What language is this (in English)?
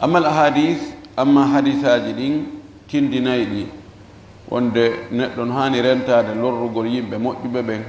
Fula